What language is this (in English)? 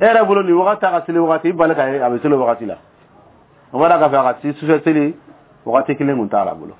Dyula